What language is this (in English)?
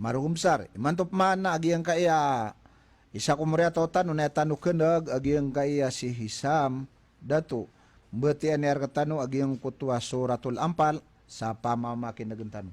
Maranao